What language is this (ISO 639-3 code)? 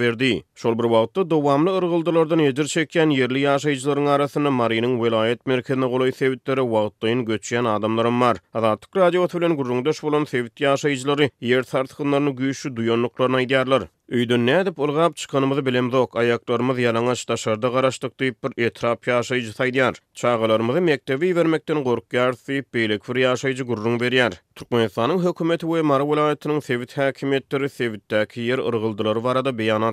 tuk